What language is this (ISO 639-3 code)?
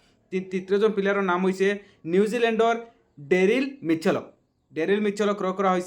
asm